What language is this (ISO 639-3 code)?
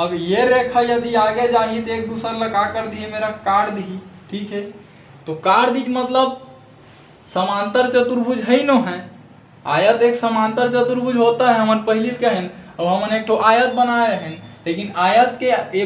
hne